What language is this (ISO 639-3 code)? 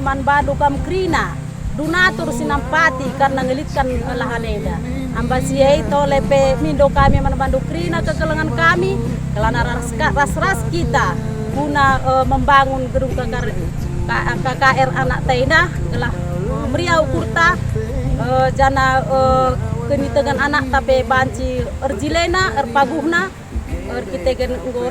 btx